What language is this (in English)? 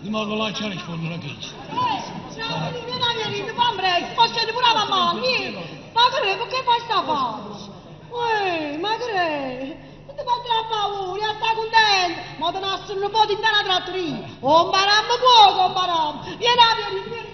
Neapolitan